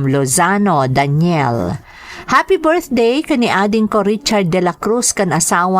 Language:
Iloko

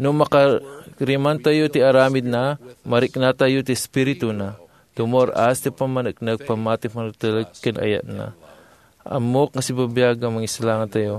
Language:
Iloko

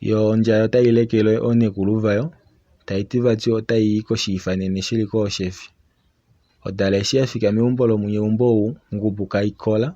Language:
Kuanyama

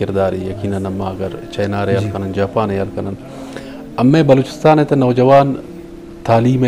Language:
Eastern Balochi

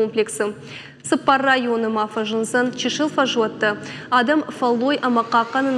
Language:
Ossetic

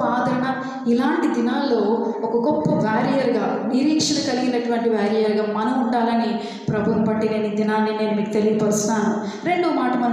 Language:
Telugu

